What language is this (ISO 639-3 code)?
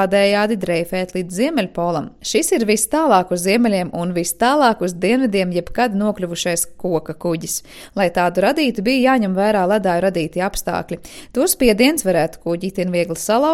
lav